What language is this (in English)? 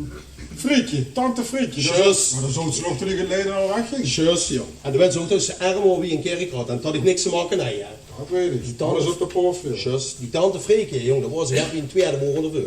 Limburgish